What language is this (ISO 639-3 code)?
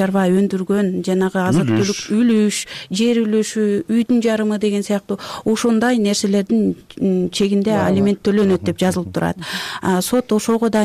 kir